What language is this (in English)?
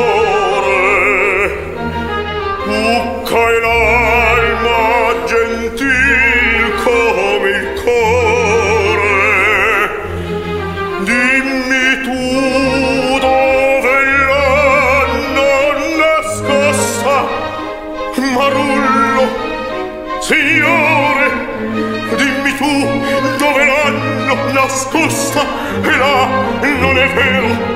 Italian